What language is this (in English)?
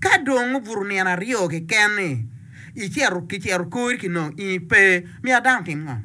Acoli